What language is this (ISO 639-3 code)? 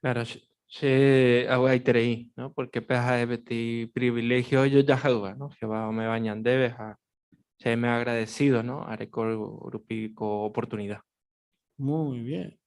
grn